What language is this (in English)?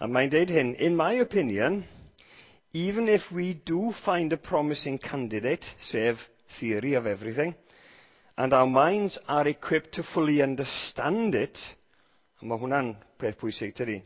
Welsh